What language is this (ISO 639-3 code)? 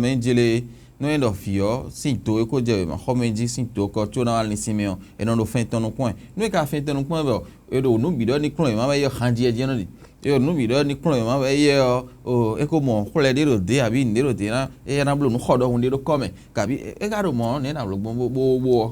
fon